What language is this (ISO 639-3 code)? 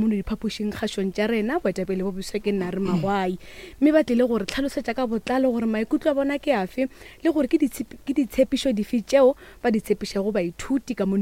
nso